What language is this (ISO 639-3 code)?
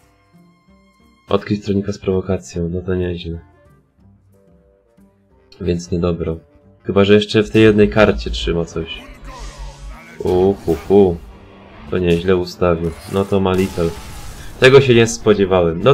pol